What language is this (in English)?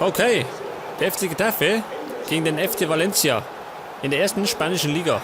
Bavarian